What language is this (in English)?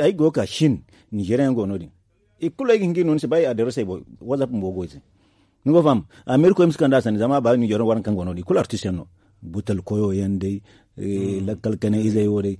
Zarma